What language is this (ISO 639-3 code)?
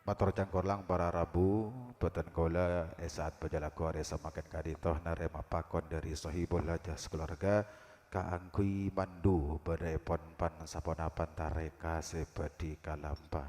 mad